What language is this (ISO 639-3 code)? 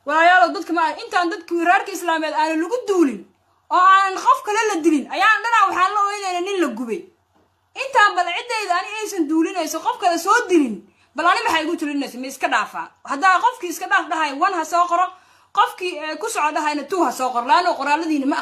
som